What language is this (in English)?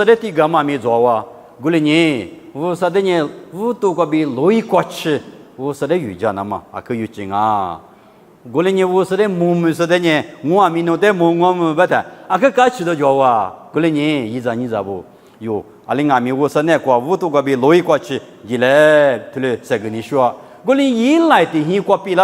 Lisu